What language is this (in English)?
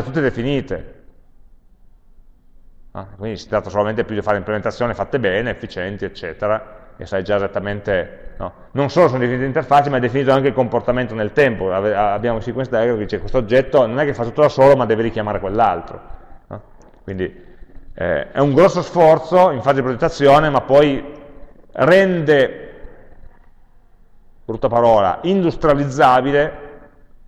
Italian